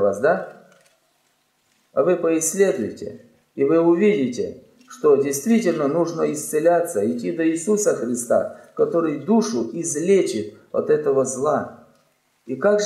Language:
Russian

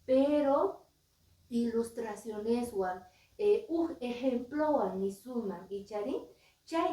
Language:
Quechua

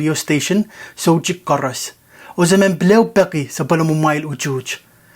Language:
Pohnpeian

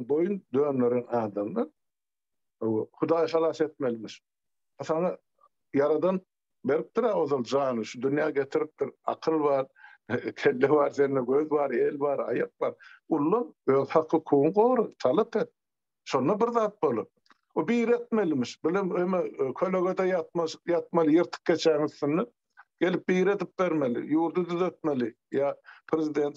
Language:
Turkmen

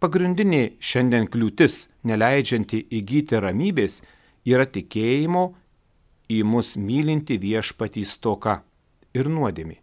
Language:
Lithuanian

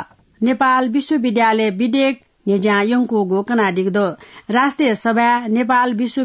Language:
Newari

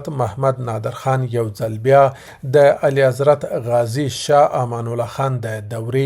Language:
Pashto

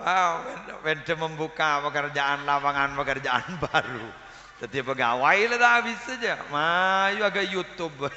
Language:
Madurese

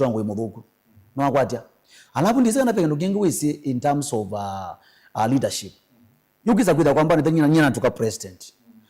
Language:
Kamba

